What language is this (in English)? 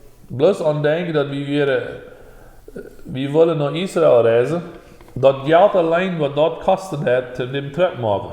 Plautdietsch